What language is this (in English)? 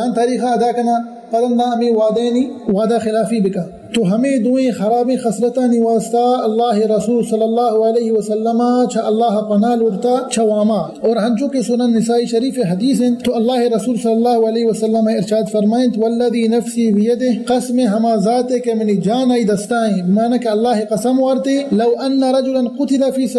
Baluchi